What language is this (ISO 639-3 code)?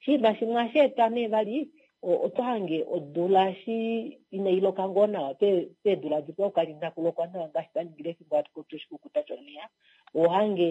kua